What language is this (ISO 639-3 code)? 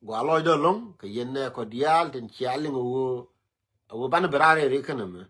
nus